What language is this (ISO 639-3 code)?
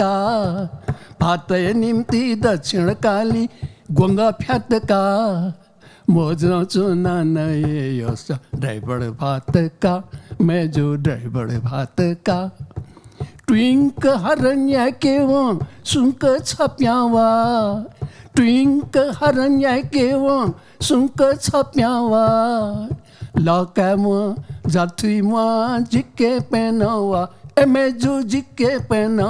new